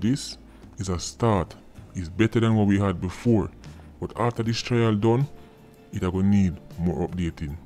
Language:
Jamaican Creole English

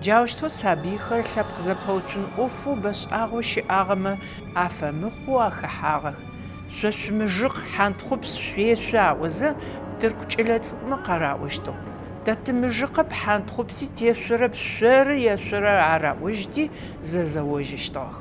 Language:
Adyghe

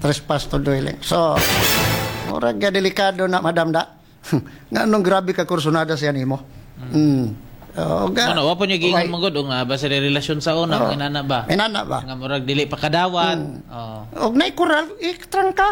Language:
Cebuano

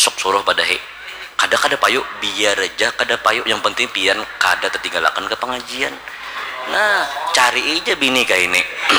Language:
Banjar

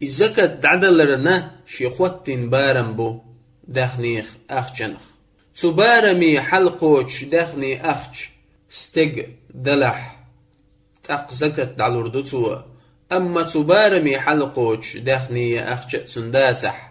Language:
Chechen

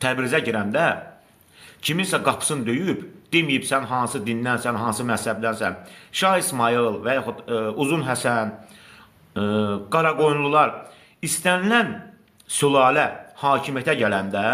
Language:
Azerbaijani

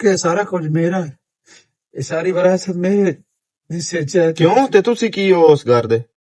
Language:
Western Panjabi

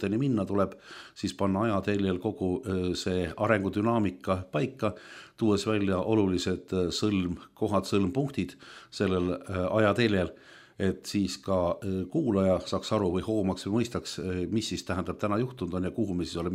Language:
Estonian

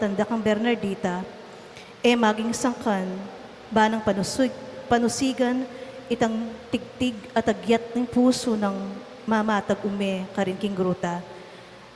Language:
Pampanga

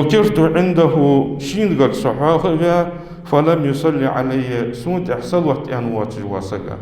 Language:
Ingush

